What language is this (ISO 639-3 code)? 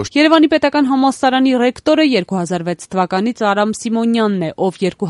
hye